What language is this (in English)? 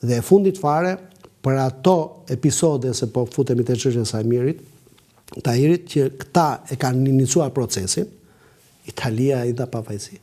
Albanian